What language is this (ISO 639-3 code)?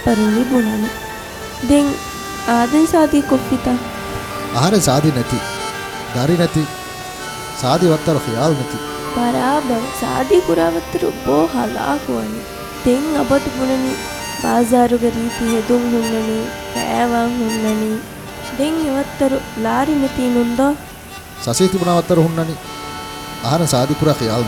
div